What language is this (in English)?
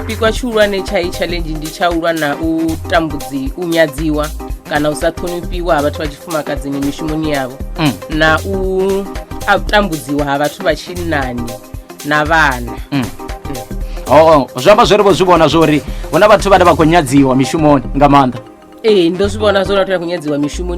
Venda